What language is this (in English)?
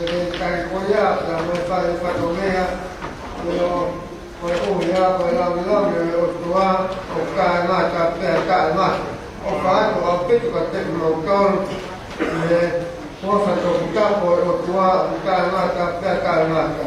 Tongan